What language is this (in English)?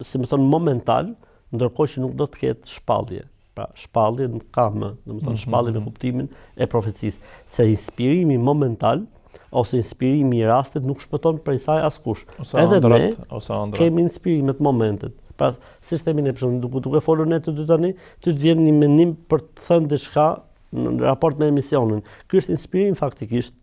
Albanian